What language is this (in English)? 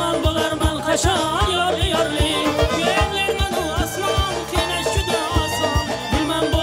Turkmen